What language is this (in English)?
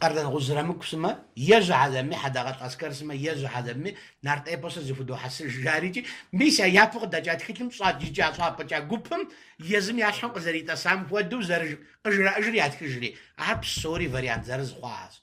Kabardian